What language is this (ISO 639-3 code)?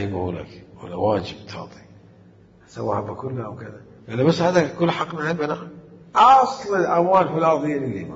acm